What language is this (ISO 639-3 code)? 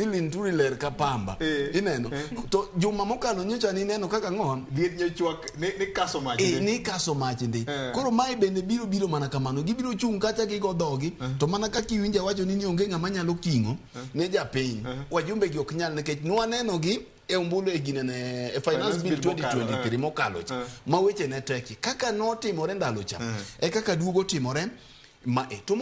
luo